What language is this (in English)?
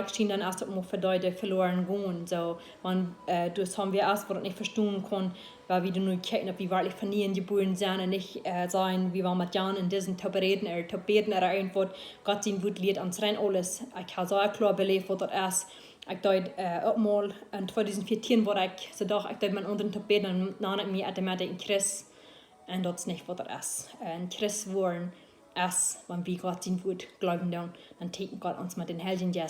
Plautdietsch